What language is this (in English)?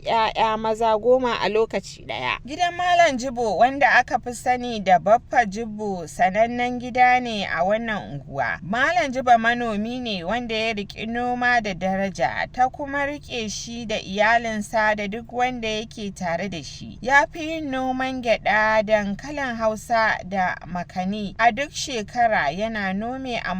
Hausa